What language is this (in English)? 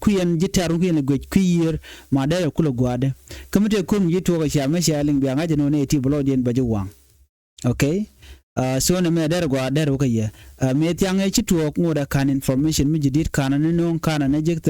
Nuer